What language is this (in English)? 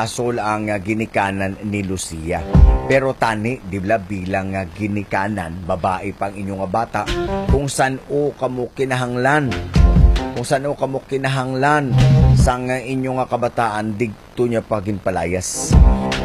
Hiligaynon